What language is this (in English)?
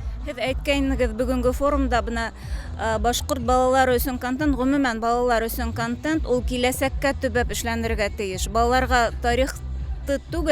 Bashkir